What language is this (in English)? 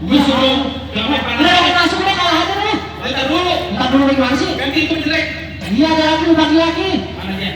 Betawi